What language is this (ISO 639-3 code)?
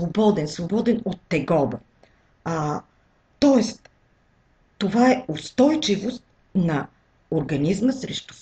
bul